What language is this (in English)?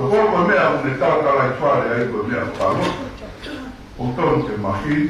Tongan